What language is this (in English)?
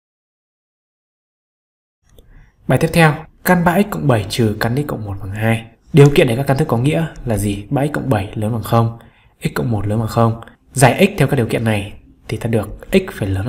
Vietnamese